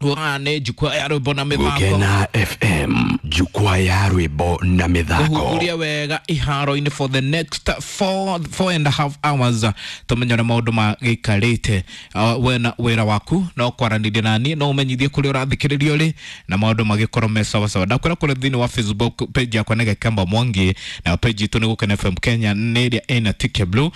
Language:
Kikuyu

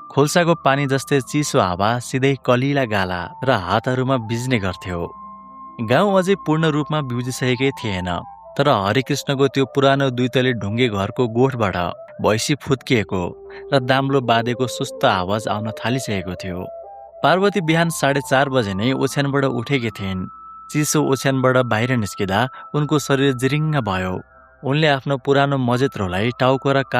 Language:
Nepali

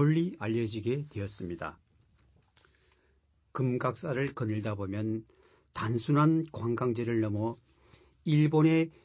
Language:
Korean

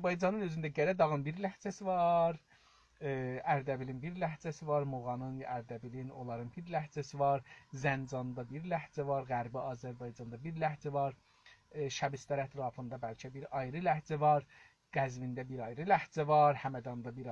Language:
South Azerbaijani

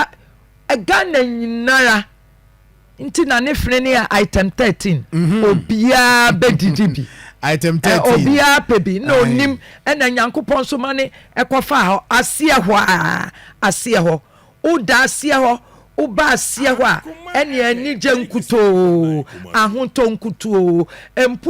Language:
Akan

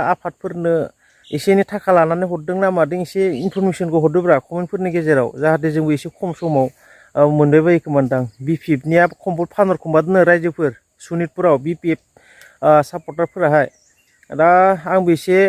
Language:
Bodo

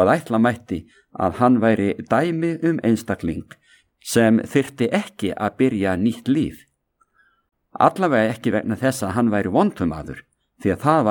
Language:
Icelandic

